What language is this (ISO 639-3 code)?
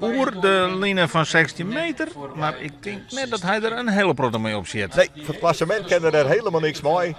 fry